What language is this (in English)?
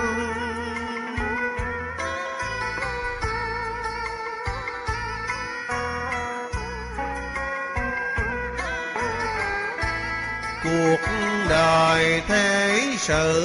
Vietnamese